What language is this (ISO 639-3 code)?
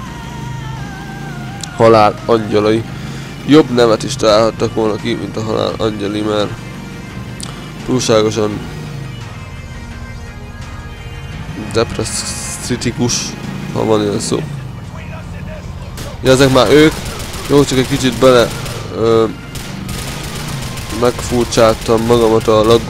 hun